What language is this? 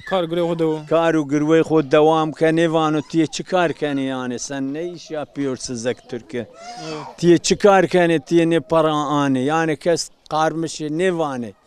Zaza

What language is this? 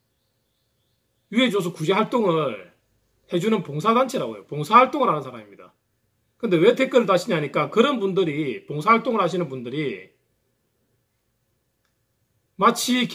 Korean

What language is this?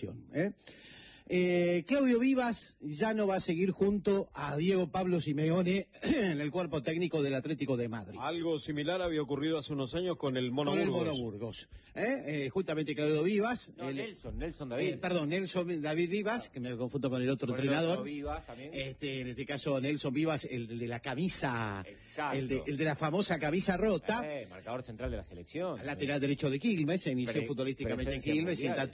Spanish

